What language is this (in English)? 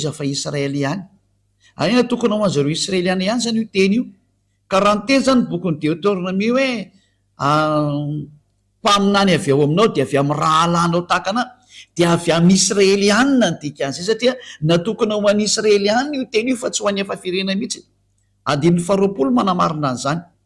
Malagasy